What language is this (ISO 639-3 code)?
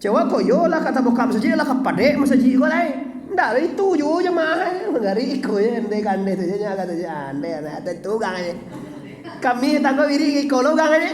min